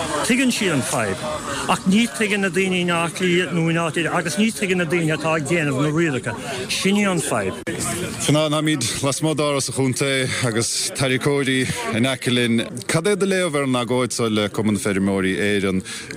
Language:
Irish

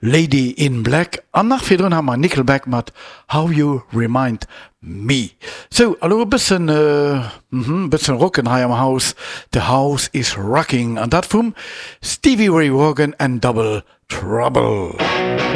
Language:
Luxembourgish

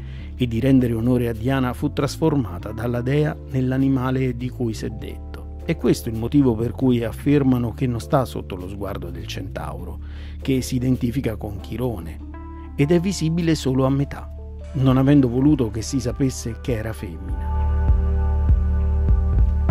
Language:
Italian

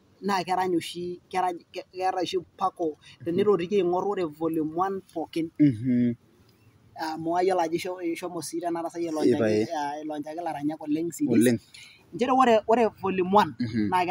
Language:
Masai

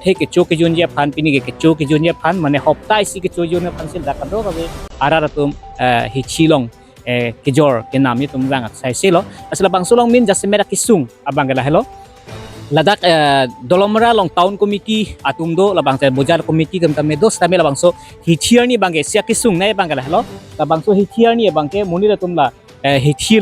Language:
Karbi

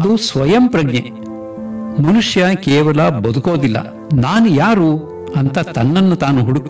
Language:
Kannada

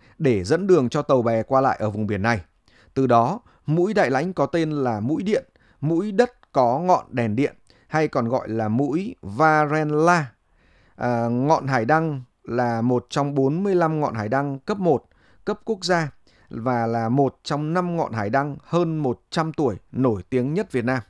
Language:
Vietnamese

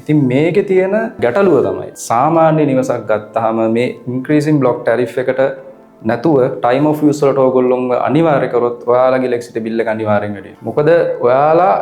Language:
Sinhala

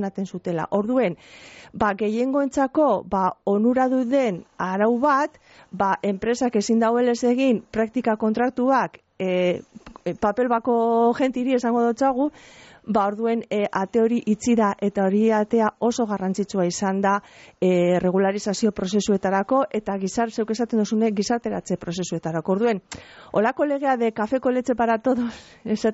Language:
Basque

